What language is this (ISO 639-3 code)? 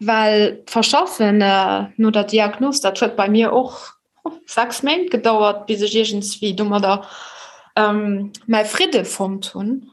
ltz